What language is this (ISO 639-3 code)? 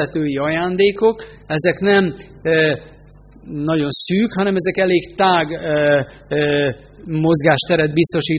hun